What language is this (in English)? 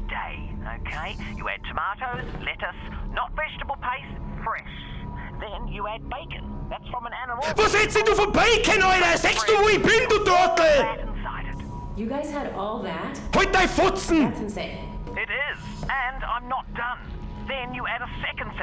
Bavarian